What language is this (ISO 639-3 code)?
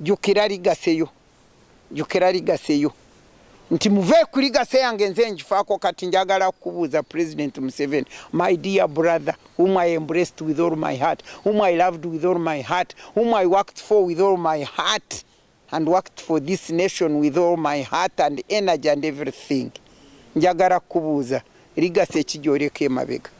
lug